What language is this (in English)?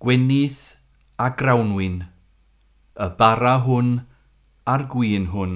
Welsh